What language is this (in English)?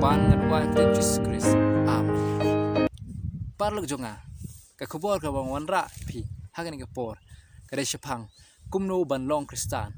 Khasi